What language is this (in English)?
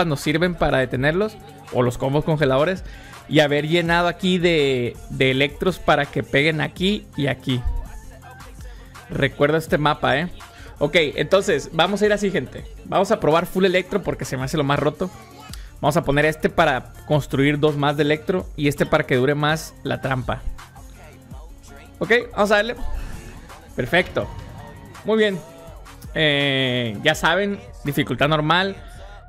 Spanish